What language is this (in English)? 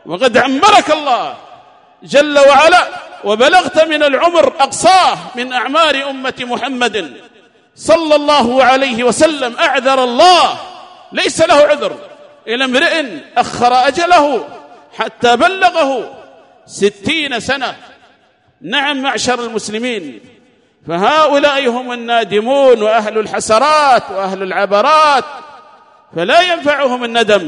Arabic